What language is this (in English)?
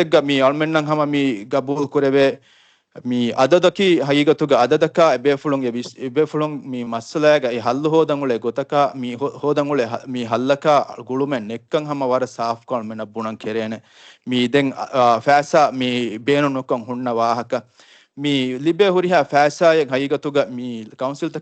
Divehi